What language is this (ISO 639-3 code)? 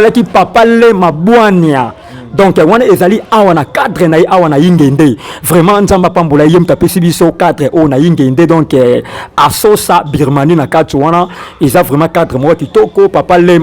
lin